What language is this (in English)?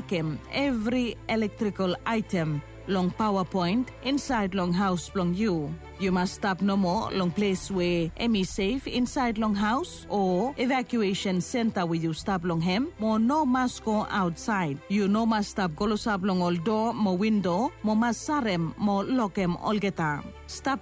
Bislama